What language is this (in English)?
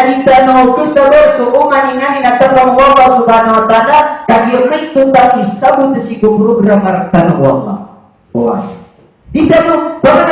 Maranao